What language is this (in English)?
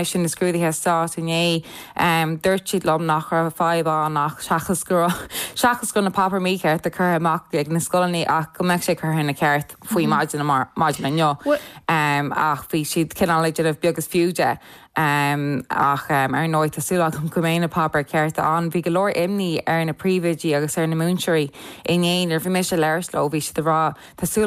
Irish